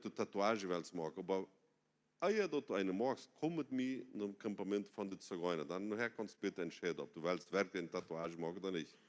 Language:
Plautdietsch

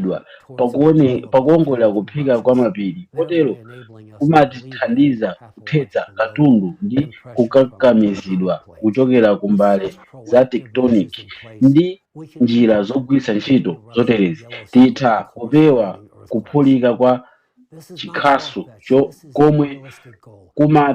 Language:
Nyanja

